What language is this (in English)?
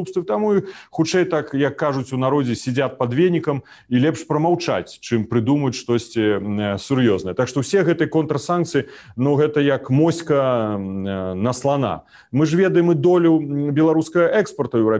Belarusian